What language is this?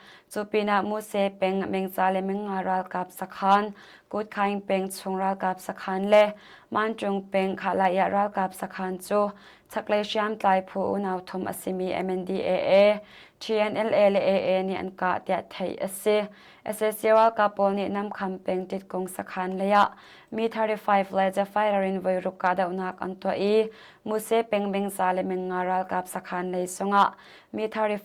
Hakha Chin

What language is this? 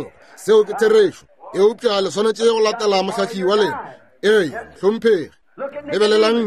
Northern Sotho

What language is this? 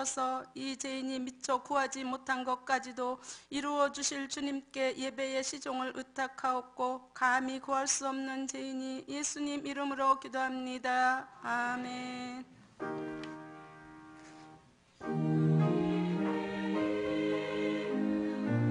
Korean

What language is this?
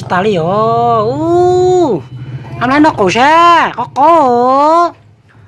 Hmong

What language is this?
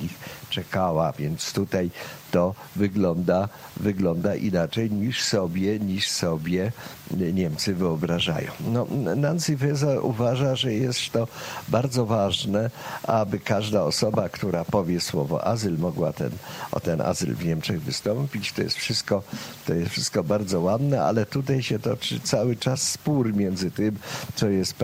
Polish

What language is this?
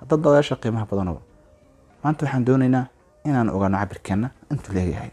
Somali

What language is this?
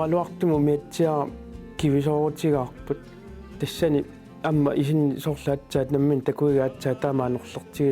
Kalaallisut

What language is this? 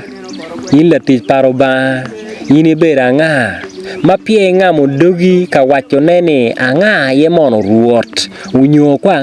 Acoli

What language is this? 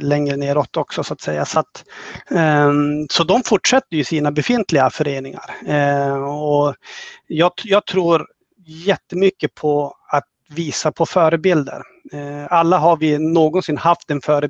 Swedish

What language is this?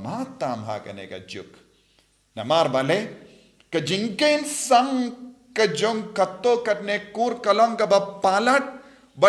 Khasi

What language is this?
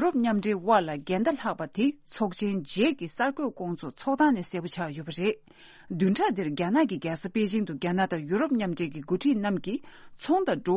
Tibetan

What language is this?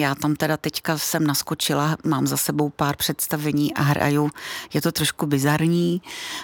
Czech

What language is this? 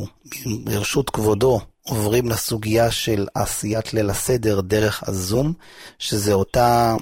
Hebrew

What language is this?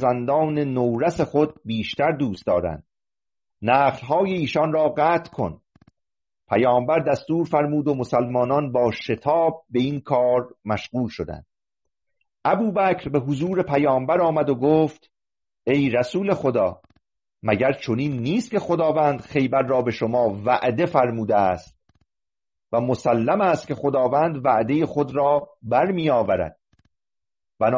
Persian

